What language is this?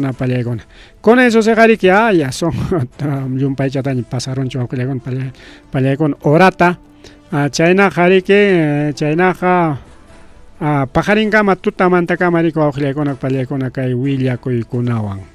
Ayacucho Quechua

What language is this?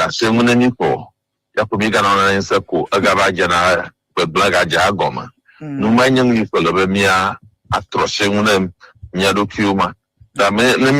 Ewe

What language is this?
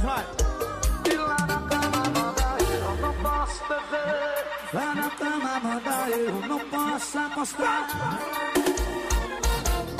Portuguese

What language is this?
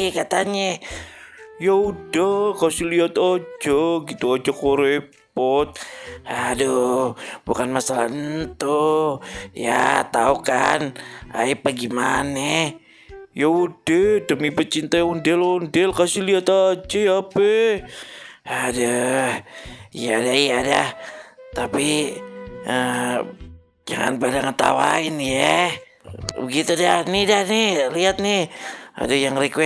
Betawi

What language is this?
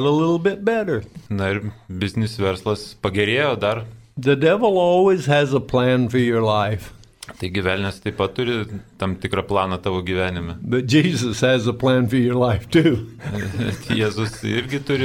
Lithuanian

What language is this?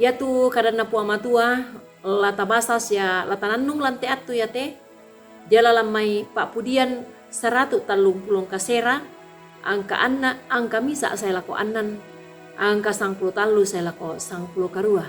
Toraja-Sa'dan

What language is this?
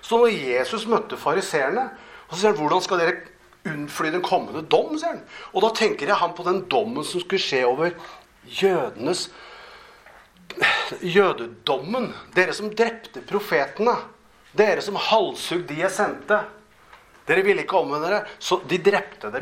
Norwegian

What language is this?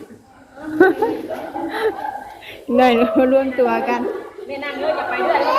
Northeastern Thai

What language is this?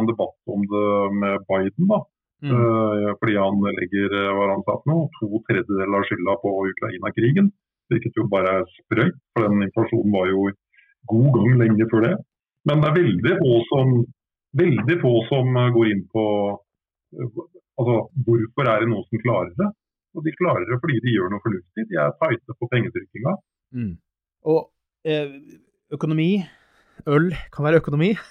Norwegian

